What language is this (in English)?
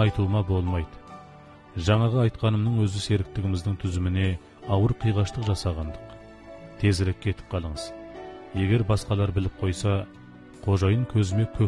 Kazakh